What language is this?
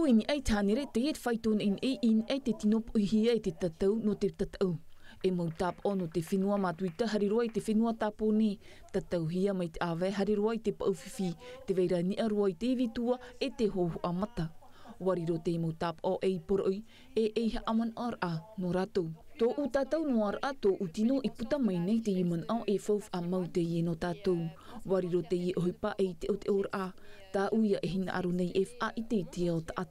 Tahitian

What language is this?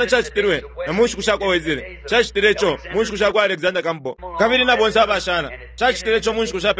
Bemba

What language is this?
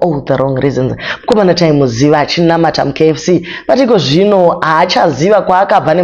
Shona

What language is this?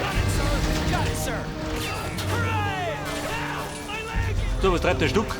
Bavarian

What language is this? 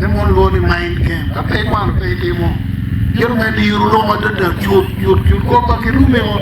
Acoli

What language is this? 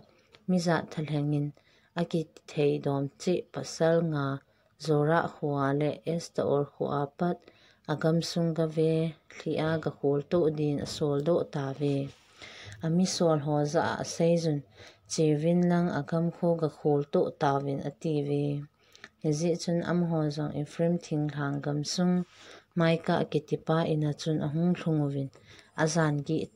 Thado Chin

